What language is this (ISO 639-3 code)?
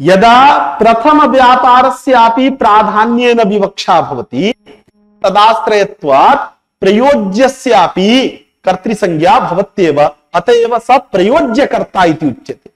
san